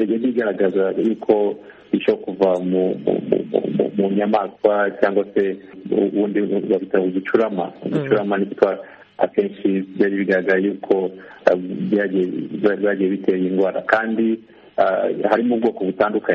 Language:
Kinyarwanda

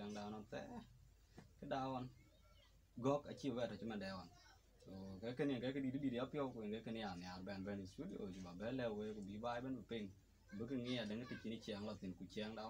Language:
Dinka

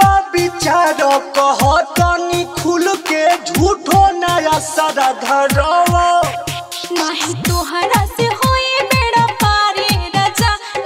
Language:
Bhojpuri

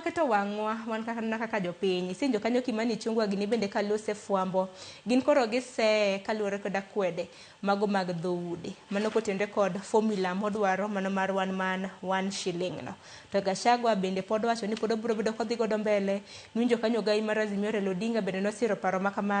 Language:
Luo (Kenya and Tanzania)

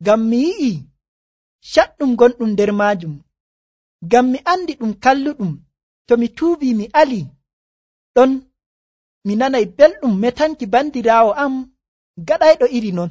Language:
Nigerian Fulfulde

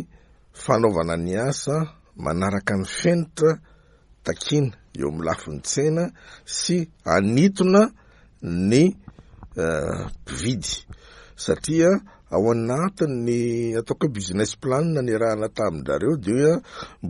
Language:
Malagasy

